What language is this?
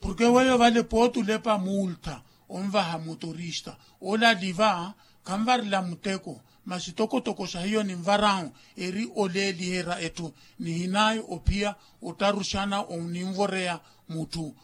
Makhuwa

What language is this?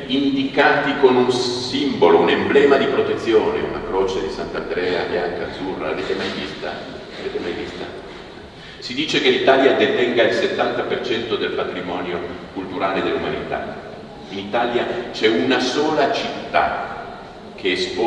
Italian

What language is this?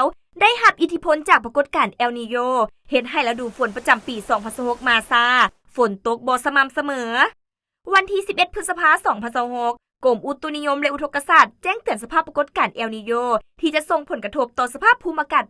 Lao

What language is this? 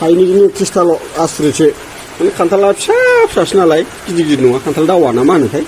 Bodo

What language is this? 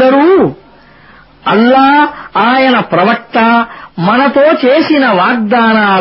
Telugu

